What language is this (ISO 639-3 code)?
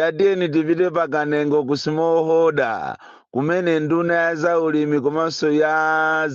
nya